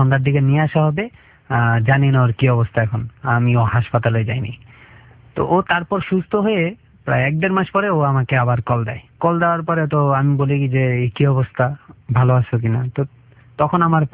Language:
Bangla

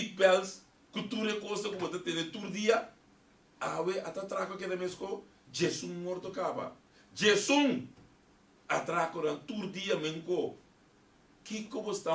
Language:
Papiamento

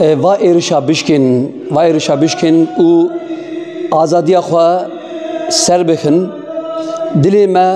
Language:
Kurdish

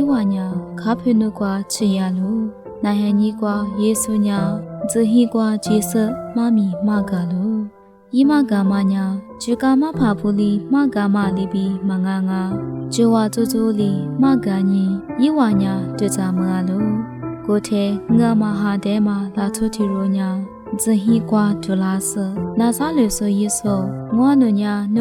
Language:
Lisu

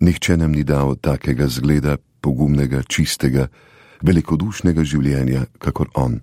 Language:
Slovenian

